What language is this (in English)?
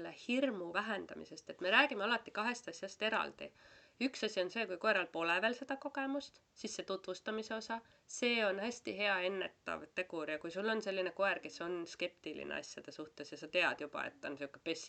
Estonian